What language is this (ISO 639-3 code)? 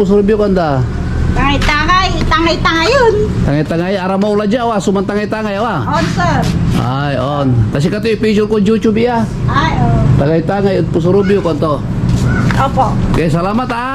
pag